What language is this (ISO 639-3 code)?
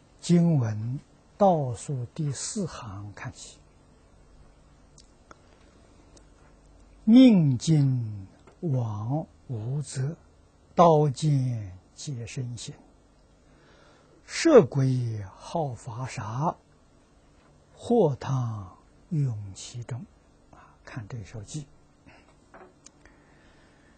zho